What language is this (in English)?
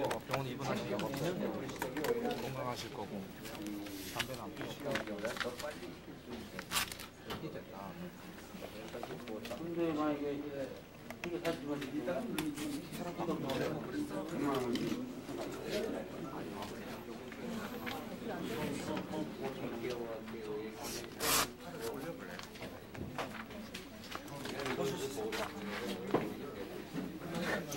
Korean